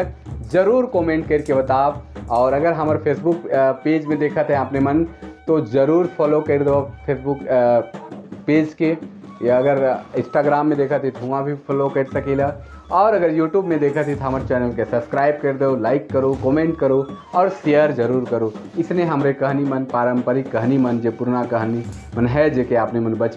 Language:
Sadri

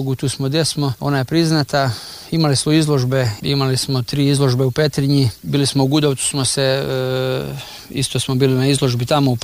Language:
Croatian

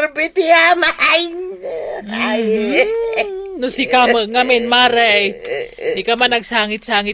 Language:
Iloko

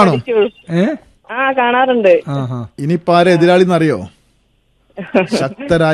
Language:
Malayalam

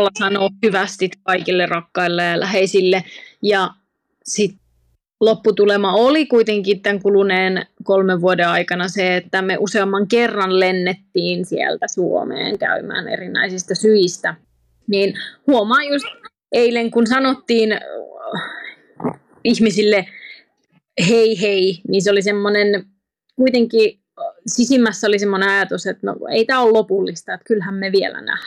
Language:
Finnish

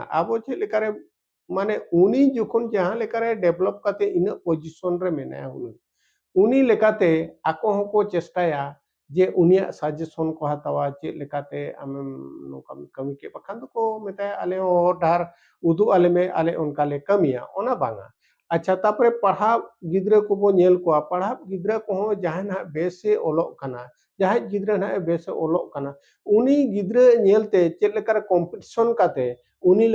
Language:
Santali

